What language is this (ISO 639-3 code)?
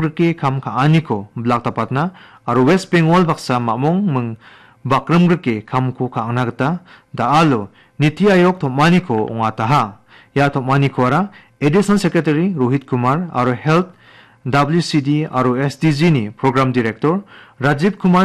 grt